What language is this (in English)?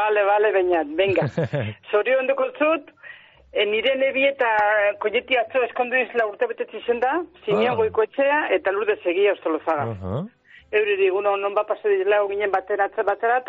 Basque